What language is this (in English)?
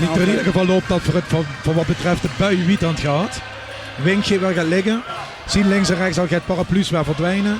Limburgish